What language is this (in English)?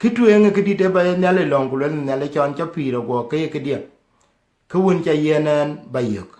Dinka